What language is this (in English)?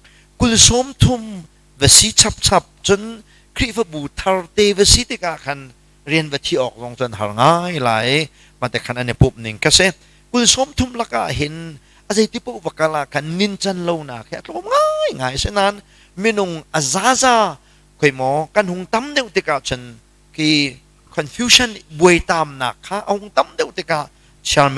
Hakha Chin